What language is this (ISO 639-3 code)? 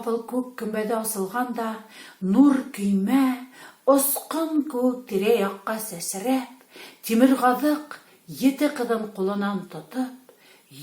bak